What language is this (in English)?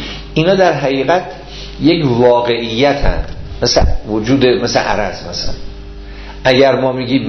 Persian